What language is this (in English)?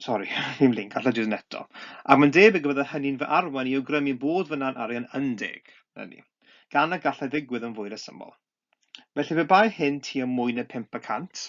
Welsh